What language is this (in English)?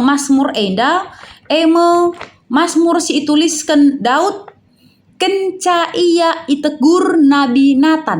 Batak Karo